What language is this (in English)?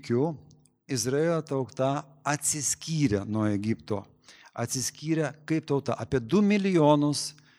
Lithuanian